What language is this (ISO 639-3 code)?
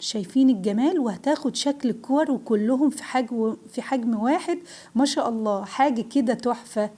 arz